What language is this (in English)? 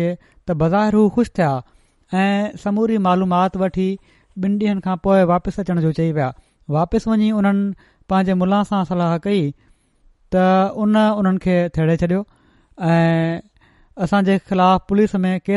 Sindhi